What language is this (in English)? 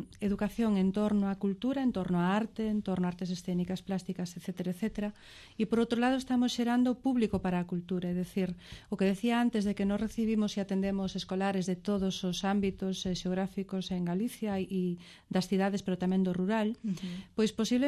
Galician